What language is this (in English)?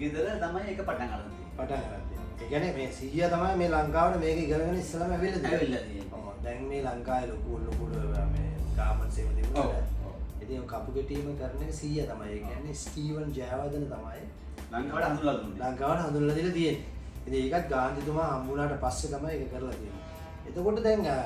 Sinhala